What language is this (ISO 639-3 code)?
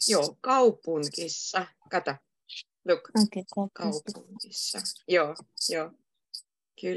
fin